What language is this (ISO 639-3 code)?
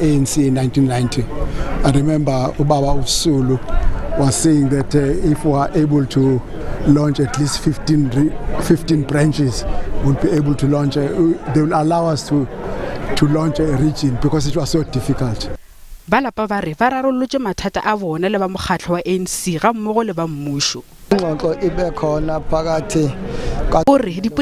nso